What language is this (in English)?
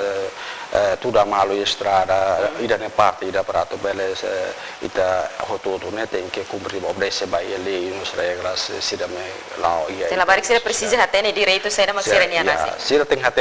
Tetum